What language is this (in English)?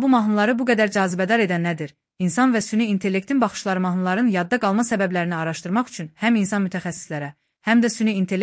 Azerbaijani